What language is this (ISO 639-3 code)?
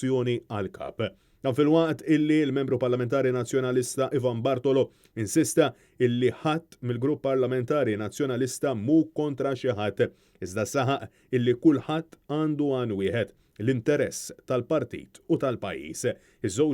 mlt